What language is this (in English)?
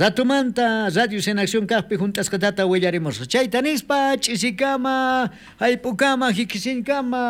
South Bolivian Quechua